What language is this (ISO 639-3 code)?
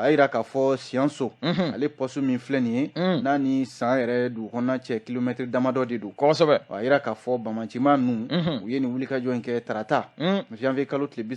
bam